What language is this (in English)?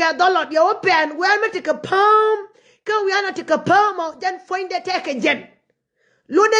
Nuer